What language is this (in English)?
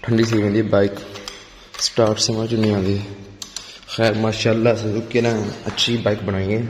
Saraiki